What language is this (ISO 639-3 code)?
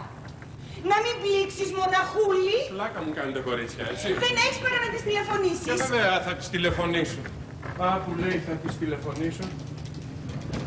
ell